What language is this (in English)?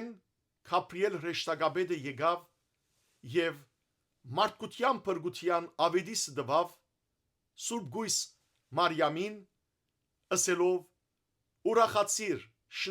Western Armenian